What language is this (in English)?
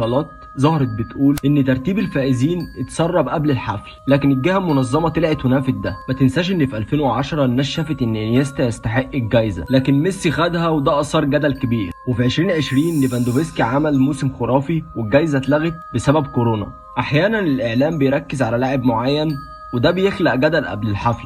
Egyptian Arabic